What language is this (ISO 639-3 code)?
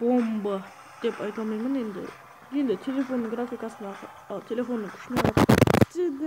kaa